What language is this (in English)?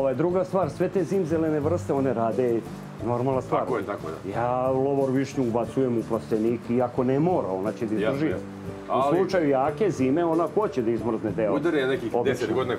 Serbian